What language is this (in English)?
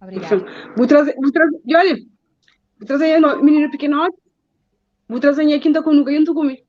Kabuverdianu